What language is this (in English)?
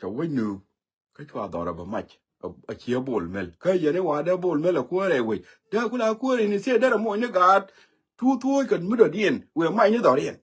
Nuer